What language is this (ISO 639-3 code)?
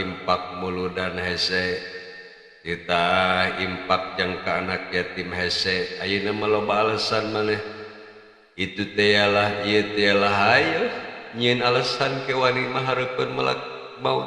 sun